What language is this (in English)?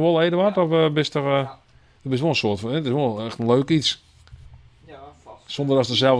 Western Frisian